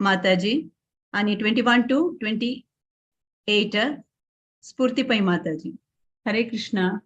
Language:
Konkani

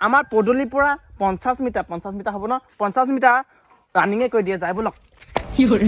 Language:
Assamese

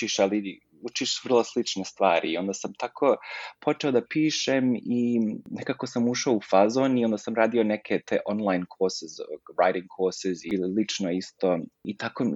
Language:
Serbian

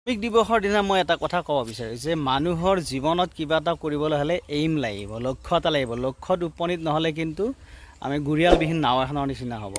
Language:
Assamese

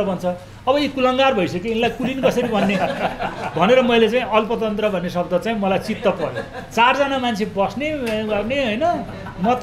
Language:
Nepali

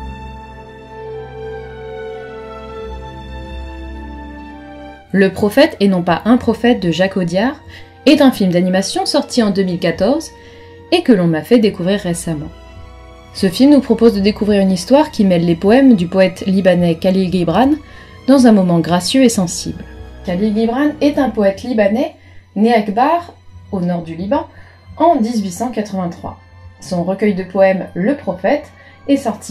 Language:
French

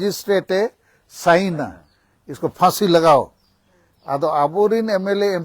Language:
Santali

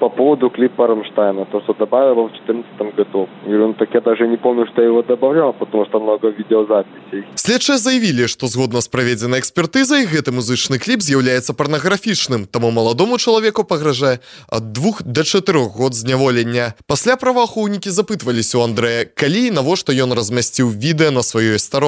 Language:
Belarusian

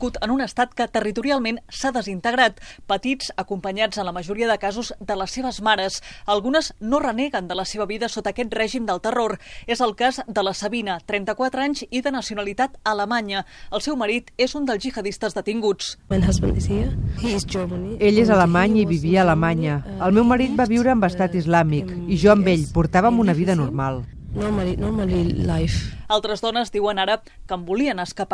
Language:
Catalan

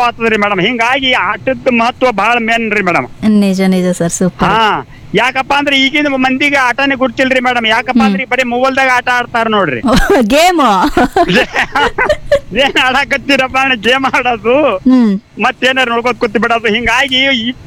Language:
Kannada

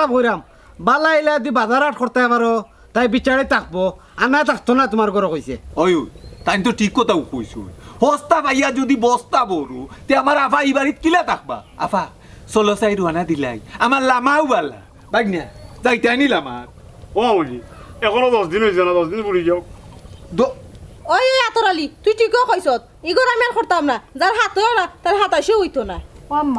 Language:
Sylheti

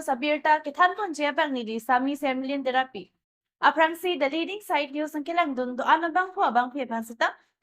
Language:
Karbi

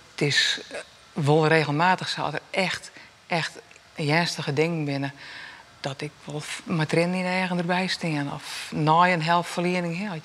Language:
Western Frisian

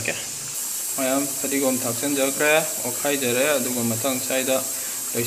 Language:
Manipuri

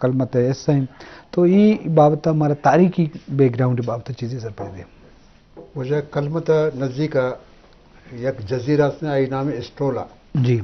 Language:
Eastern Balochi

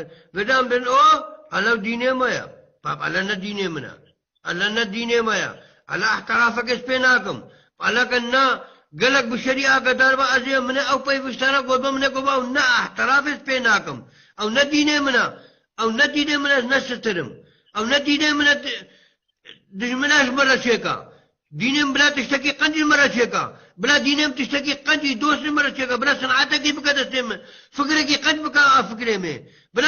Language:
Kurdish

